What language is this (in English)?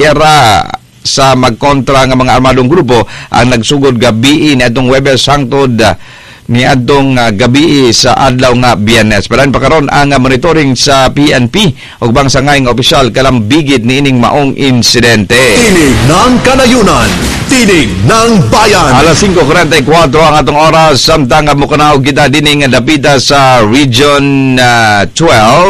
Cebuano